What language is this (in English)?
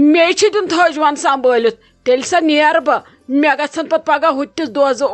Kashmiri